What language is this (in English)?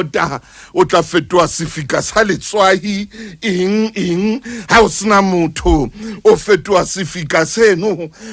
Southern Sotho